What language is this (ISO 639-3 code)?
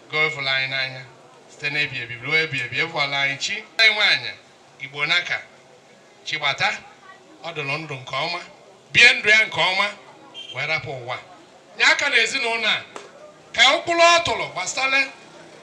ibo